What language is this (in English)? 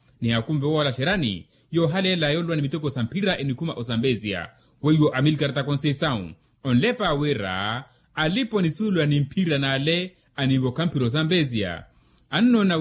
Makhuwa